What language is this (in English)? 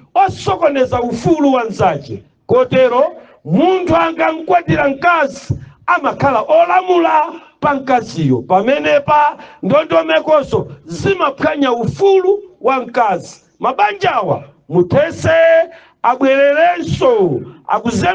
Nyanja